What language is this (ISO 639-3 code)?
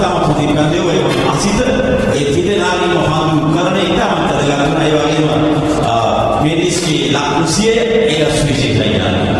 sin